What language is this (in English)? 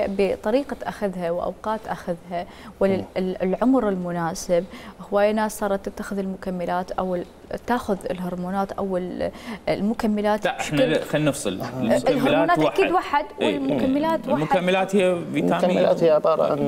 Mesopotamian Arabic